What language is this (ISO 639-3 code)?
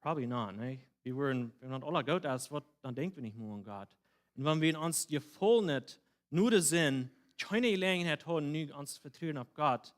pdt